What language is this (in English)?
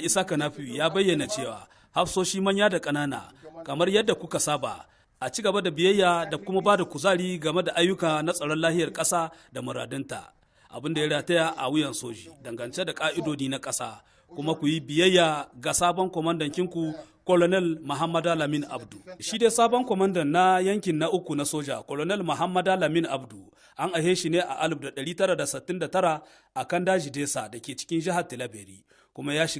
Hausa